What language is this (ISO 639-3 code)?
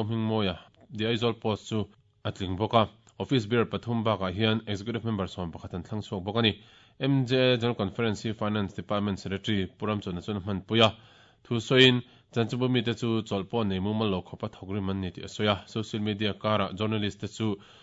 lus